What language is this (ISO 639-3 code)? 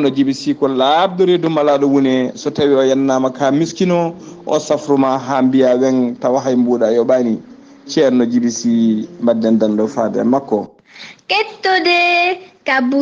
ful